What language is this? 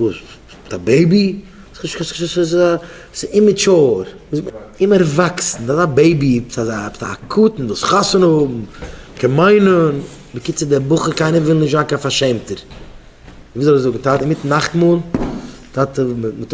Yiddish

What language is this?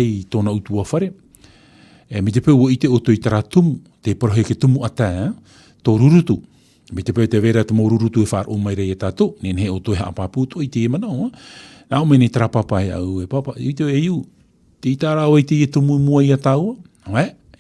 Tahitian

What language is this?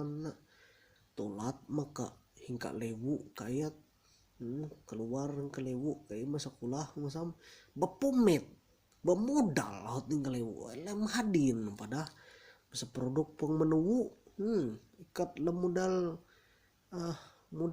Ma'anyan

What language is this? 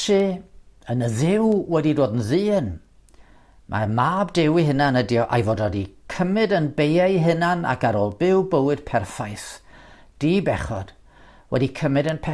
Welsh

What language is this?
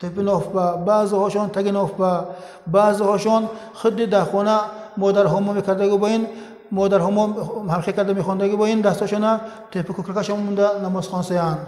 Tajik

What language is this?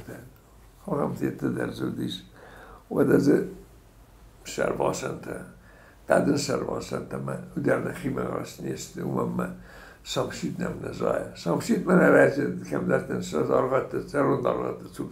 Ossetic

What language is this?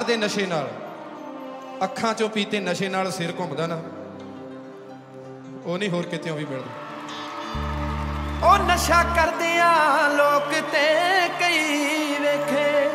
Punjabi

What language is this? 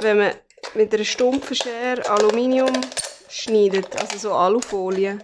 Swiss German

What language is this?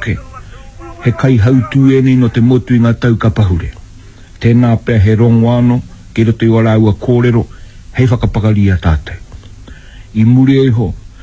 Māori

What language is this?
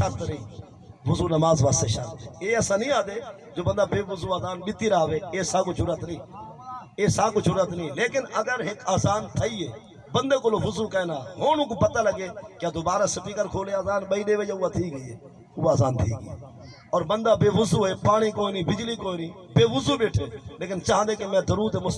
Saraiki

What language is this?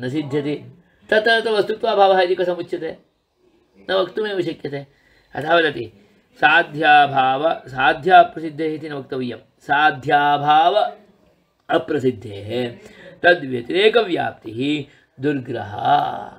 Sanskrit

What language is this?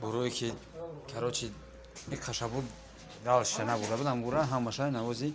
Tajik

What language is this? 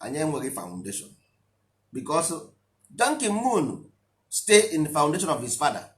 Igbo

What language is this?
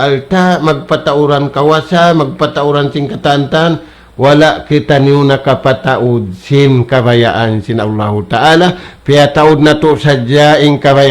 Tausug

